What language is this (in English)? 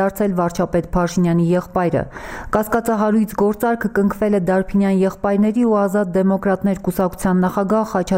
Armenian